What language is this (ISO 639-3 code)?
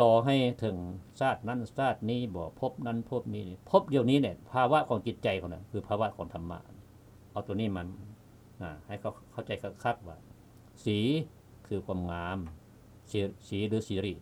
lao